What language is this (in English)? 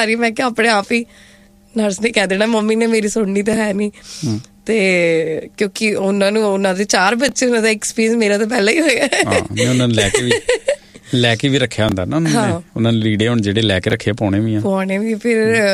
Punjabi